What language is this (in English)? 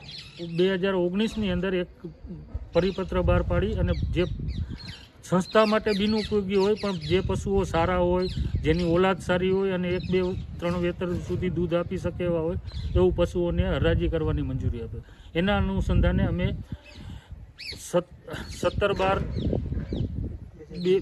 Gujarati